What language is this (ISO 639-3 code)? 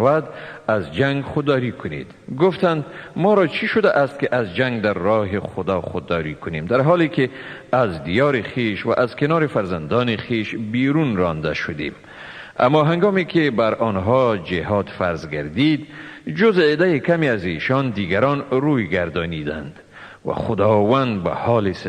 tgk